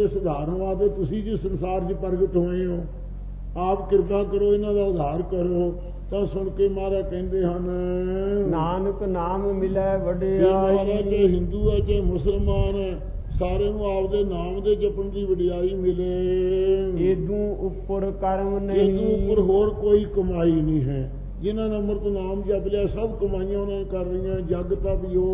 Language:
Punjabi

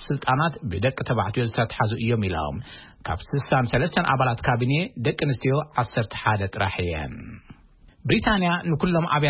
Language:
Tigrinya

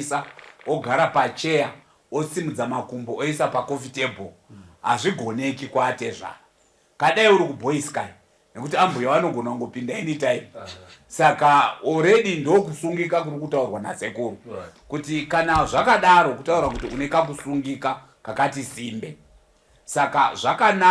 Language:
Shona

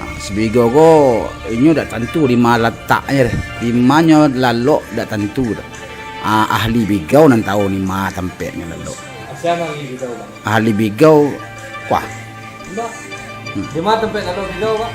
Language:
Minangkabau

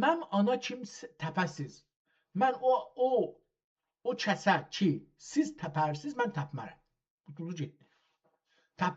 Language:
South Azerbaijani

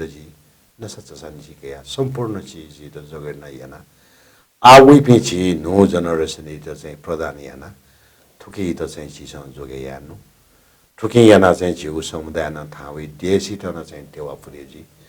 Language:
Newari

